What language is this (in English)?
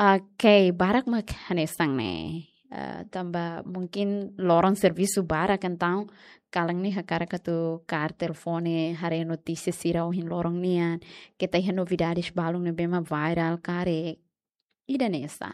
Tetum